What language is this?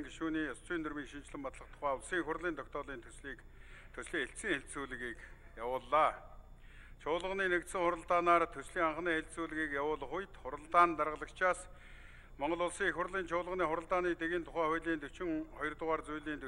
Mongolian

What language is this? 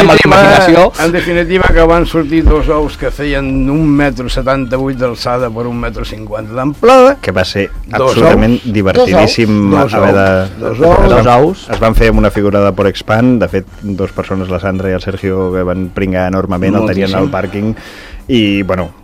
Catalan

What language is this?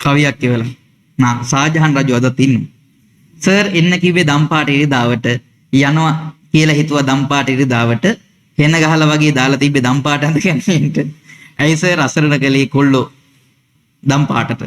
Sinhala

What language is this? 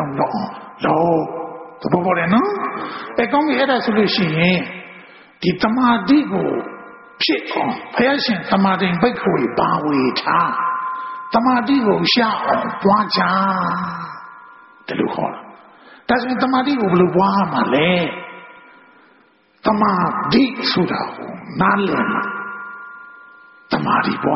Burmese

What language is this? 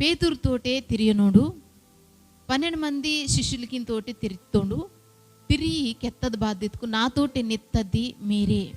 Koya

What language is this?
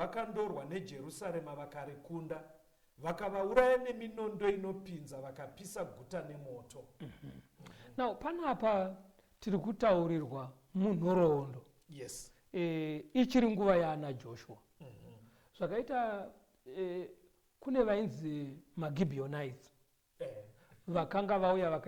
Shona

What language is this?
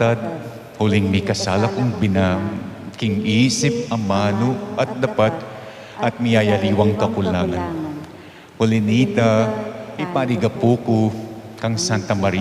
Pampanga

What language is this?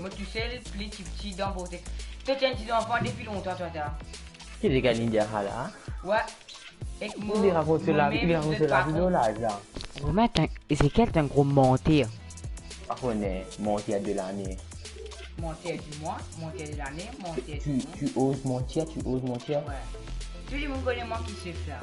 Morisyen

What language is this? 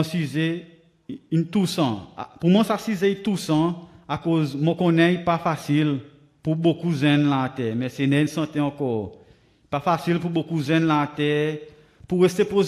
Seselwa Creole French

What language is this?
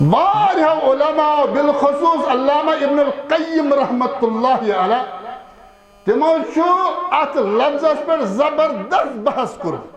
Kashmiri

